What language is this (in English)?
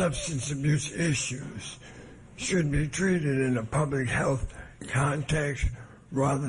English